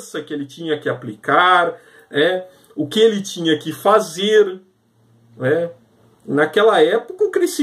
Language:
Portuguese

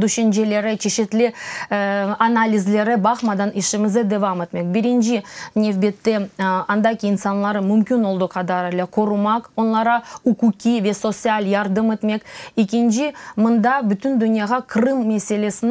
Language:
Crimean Tatar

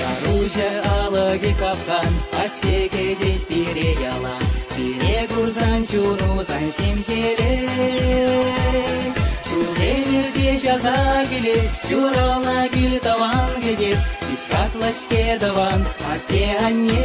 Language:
Chuvash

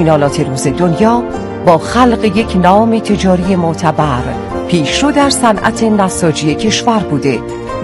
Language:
Persian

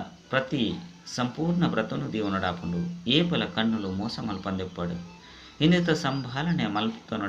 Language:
Tulu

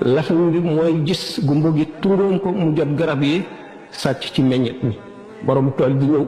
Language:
Wolof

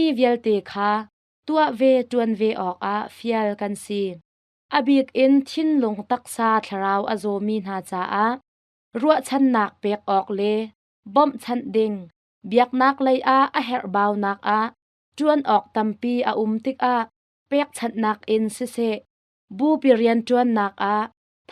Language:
Hakha Chin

